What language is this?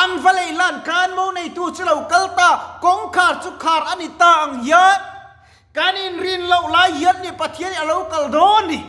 Mizo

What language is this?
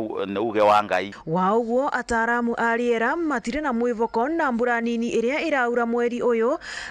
Meru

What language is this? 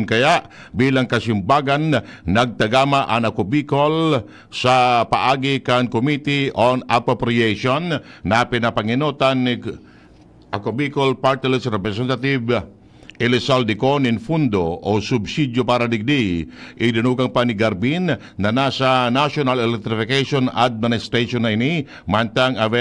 Bikol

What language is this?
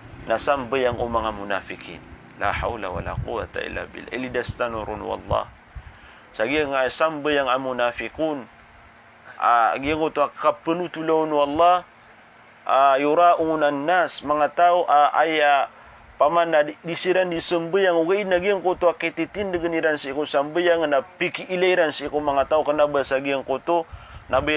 Maranao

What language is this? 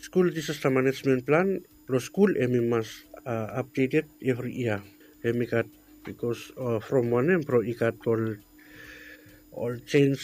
Bislama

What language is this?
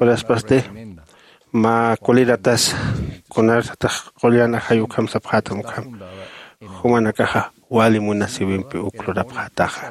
Aymara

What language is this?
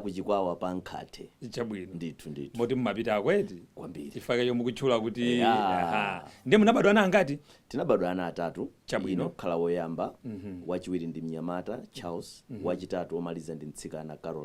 Nyanja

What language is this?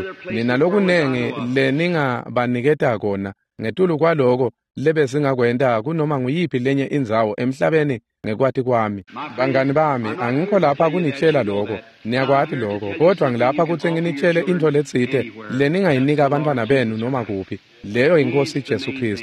Swati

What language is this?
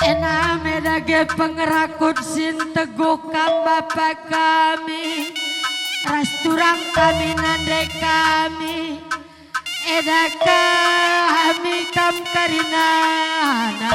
Batak Karo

